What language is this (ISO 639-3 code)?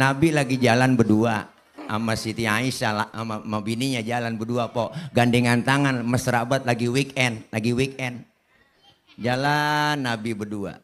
bew